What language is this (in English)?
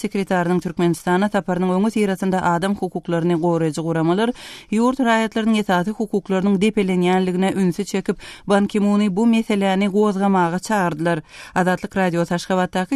Turkmen